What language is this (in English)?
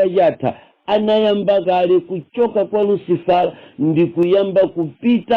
Nyanja